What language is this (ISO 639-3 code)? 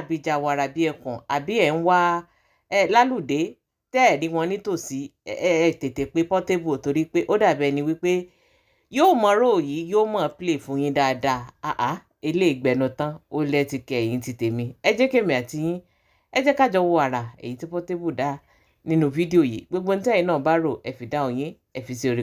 yor